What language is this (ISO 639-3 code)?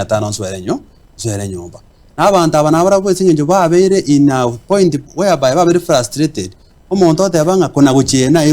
guz